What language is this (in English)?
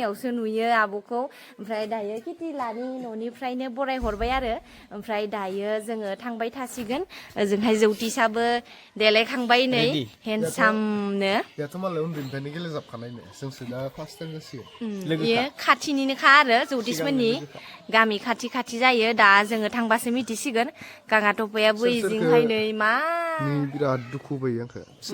Bodo